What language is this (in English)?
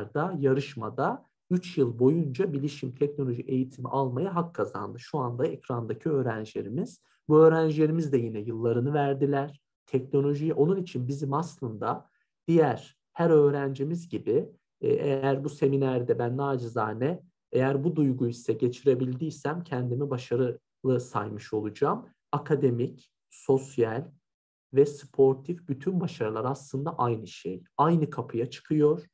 Turkish